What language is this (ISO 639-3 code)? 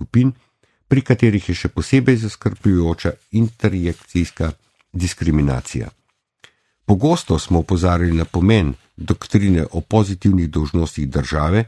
slv